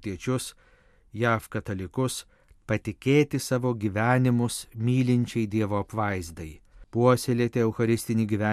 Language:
Lithuanian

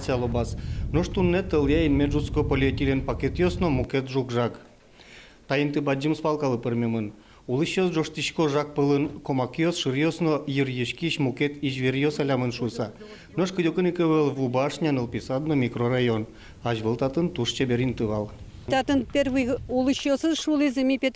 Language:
Udmurt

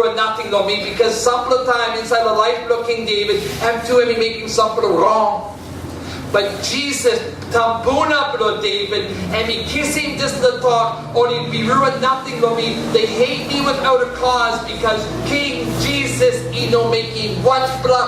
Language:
Tok Pisin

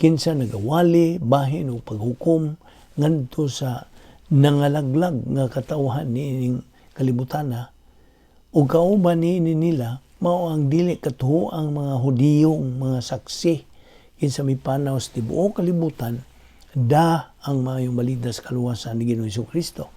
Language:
Cebuano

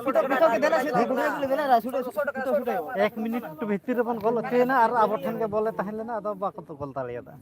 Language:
Santali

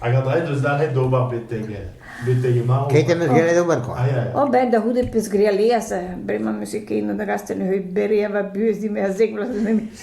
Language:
Breton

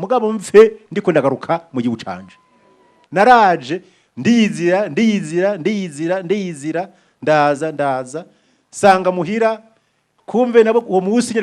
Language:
Rundi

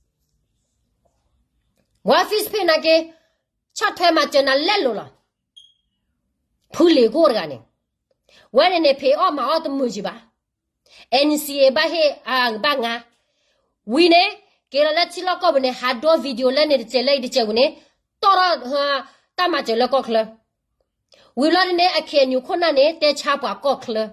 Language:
S'gaw Karen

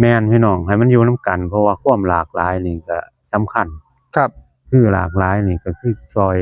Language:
Northeastern Thai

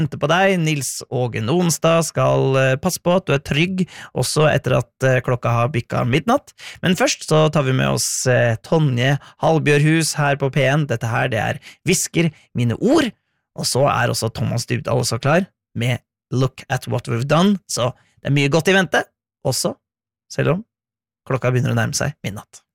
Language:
Norwegian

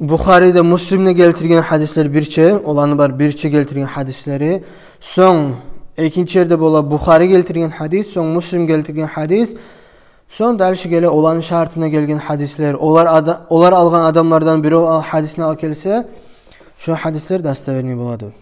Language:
Kumyk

